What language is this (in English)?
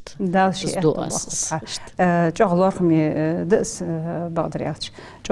Ingush